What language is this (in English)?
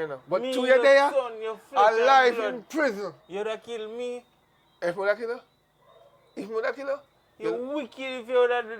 Jamaican Creole English